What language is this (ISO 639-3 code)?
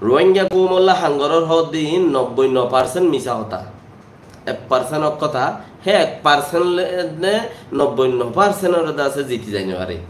rhg